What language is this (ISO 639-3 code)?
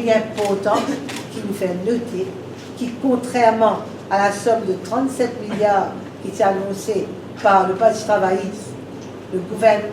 mfe